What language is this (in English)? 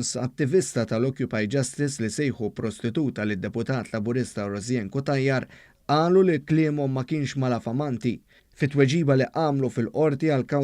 Maltese